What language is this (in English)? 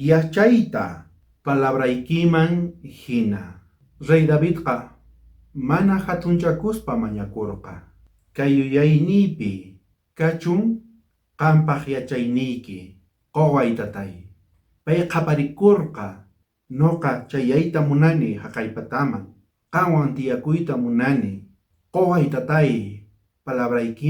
South Bolivian Quechua